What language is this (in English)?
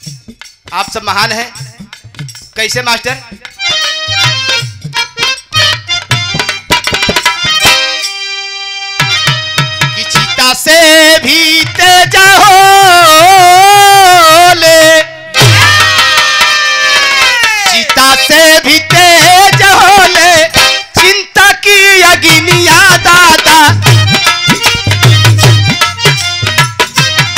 Bhojpuri